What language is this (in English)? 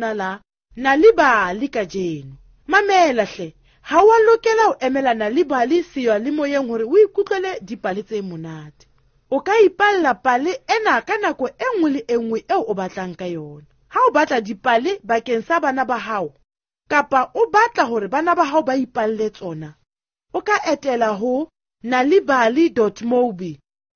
Southern Sotho